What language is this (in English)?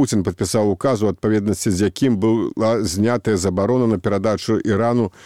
Belarusian